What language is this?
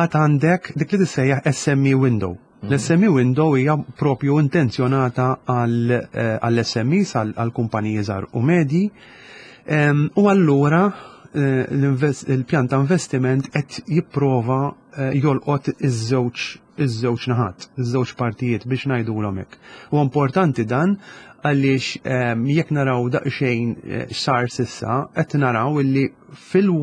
Maltese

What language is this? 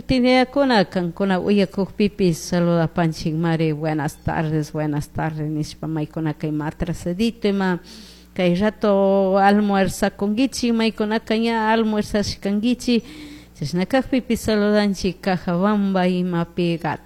Chimborazo Highland Quichua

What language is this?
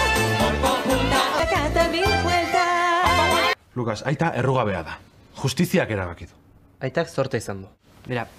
Basque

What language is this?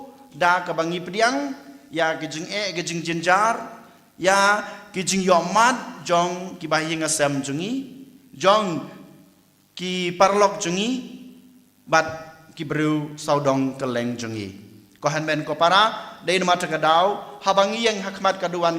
Khasi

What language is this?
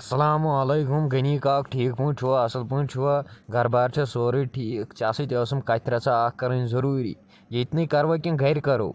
Kashmiri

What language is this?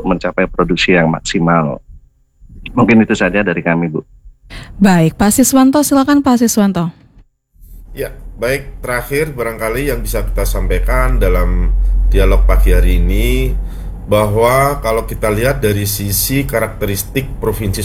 Indonesian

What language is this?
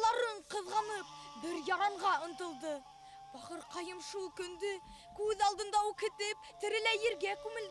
Bashkir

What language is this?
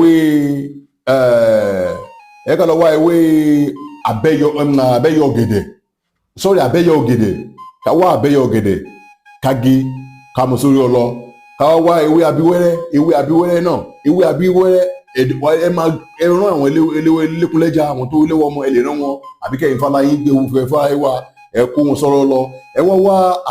Yoruba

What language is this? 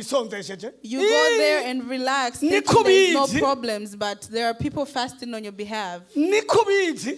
Rundi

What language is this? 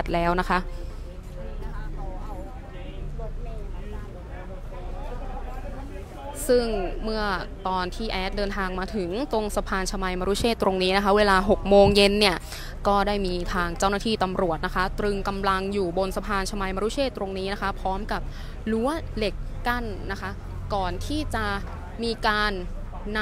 Thai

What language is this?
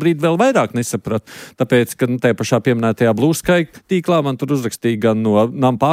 Latvian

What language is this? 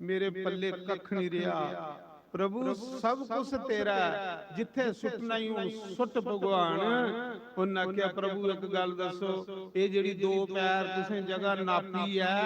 Dogri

